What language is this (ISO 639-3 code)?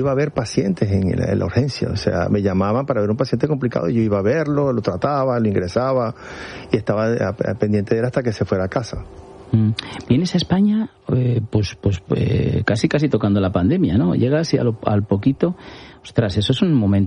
spa